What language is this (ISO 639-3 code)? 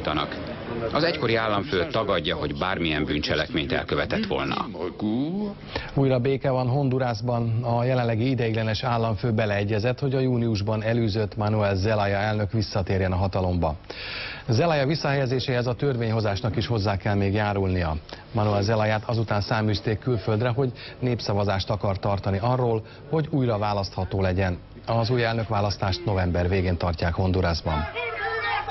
hun